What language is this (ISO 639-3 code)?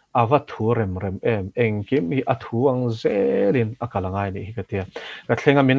lus